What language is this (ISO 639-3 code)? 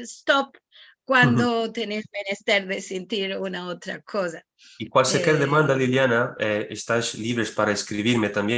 lad